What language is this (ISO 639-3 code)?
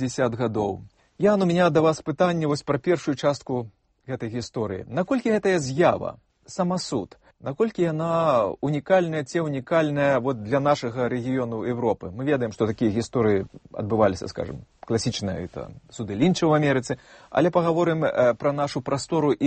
bel